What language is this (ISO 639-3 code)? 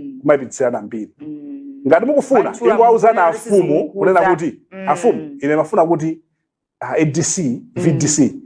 nya